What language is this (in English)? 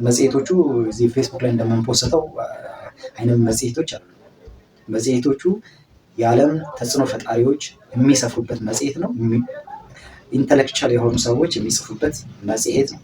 Amharic